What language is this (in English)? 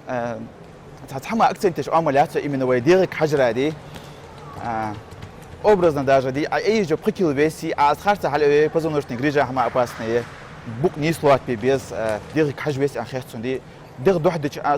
Ingush